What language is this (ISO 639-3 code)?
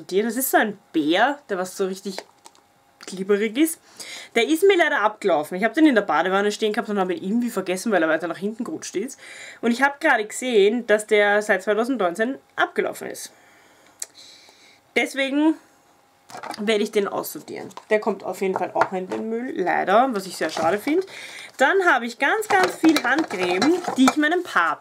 deu